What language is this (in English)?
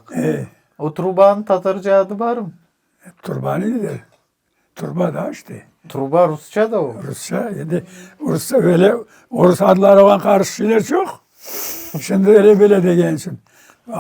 Crimean Tatar